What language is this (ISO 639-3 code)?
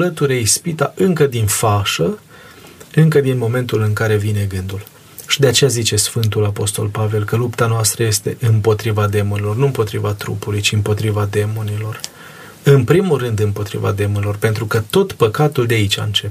ron